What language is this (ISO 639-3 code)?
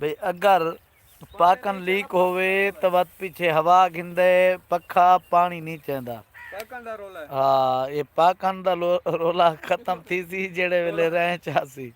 skr